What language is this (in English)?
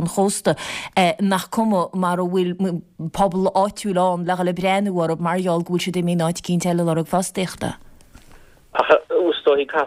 Irish